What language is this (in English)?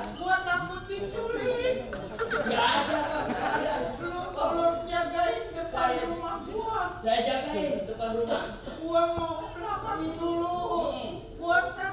Betawi